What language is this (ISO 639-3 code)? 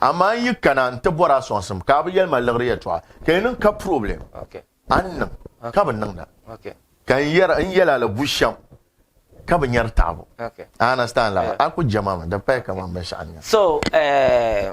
dag